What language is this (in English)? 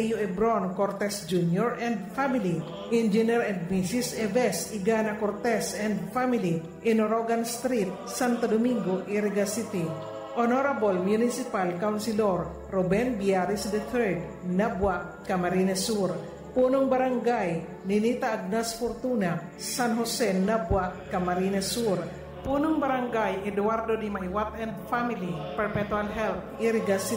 Bikol